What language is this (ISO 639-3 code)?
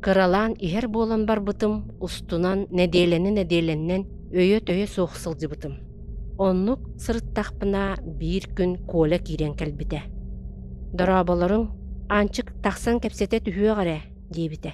sah